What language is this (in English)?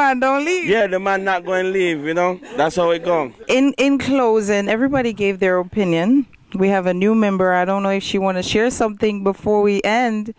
Jamaican Creole English